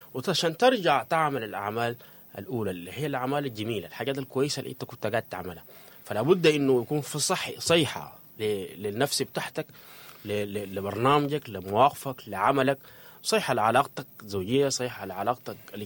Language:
Sudanese Arabic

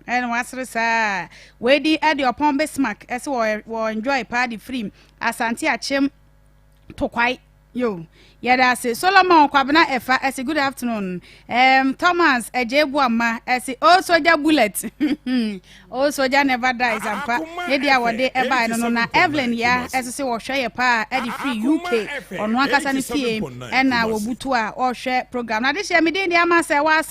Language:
Akan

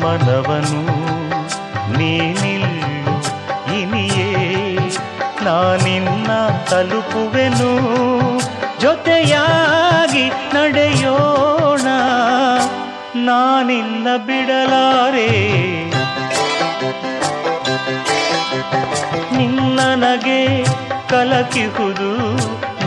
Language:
Kannada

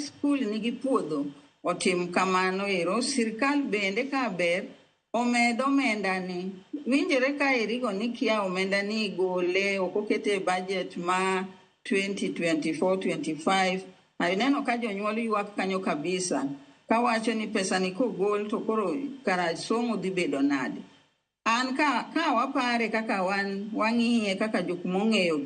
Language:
Luo (Kenya and Tanzania)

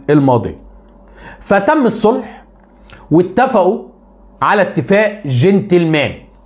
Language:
Egyptian Arabic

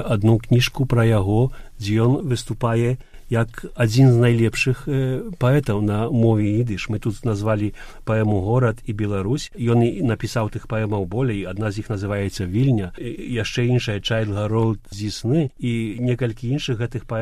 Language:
Belarusian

